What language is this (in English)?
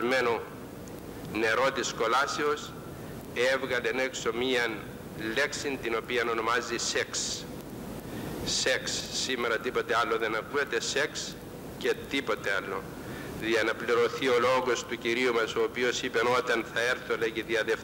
Greek